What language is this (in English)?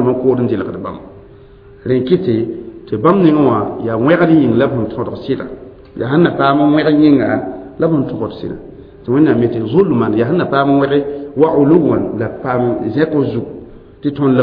Mossi